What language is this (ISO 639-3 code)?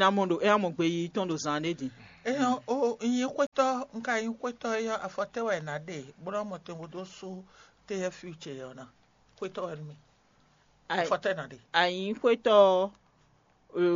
fon